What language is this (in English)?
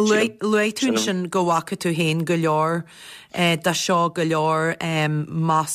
Irish